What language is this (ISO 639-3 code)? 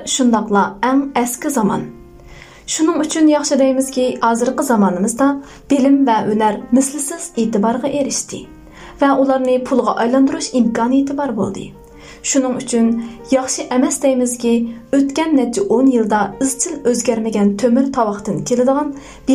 uig